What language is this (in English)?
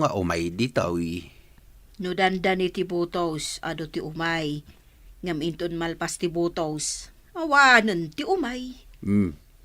Iloko